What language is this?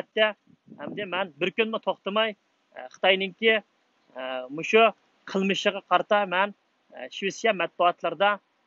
Uyghur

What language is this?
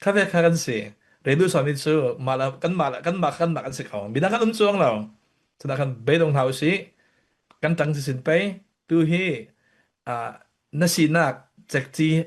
Falam Chin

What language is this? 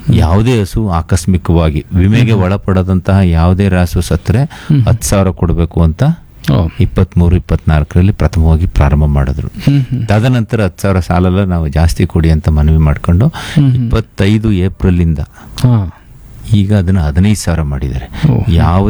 Kannada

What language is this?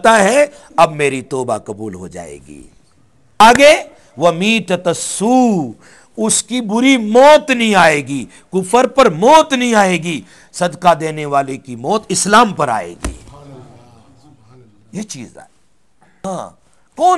Urdu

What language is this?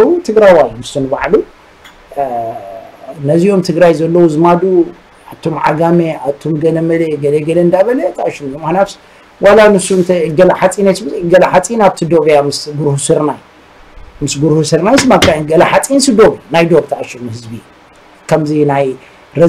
Tigrinya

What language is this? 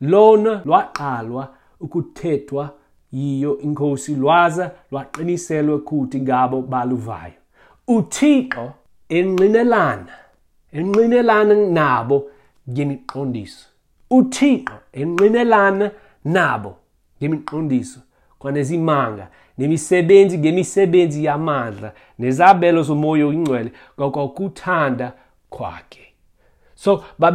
Xhosa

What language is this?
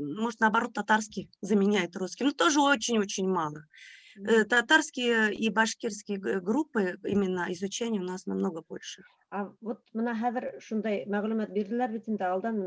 Bashkir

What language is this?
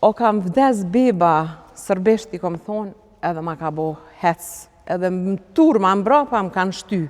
Albanian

